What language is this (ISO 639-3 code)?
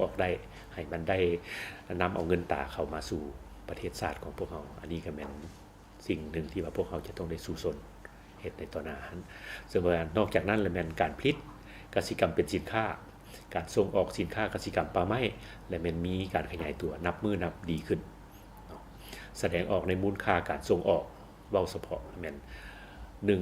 lao